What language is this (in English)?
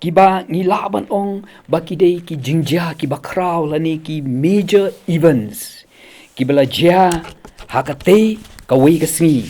Khasi